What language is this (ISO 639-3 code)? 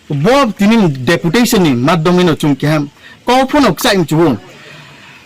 ria